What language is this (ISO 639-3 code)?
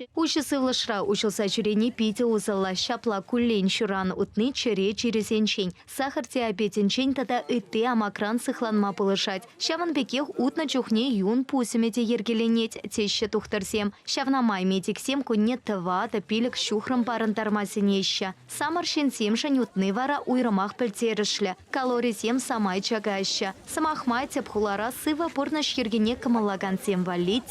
chv